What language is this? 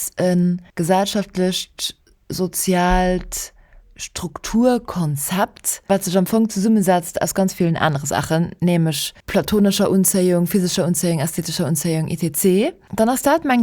Luxembourgish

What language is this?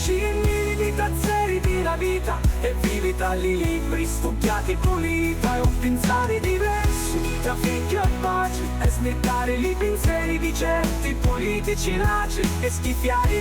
Sicilian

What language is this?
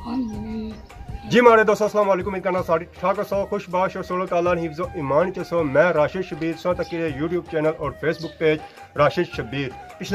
Pahari-Potwari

